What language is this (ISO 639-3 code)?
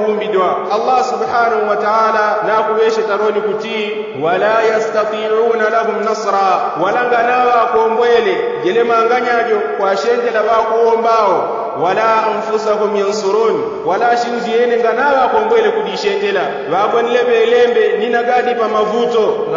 yao